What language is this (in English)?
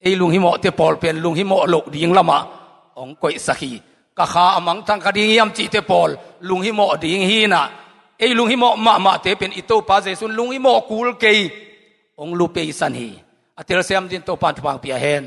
Tedim Chin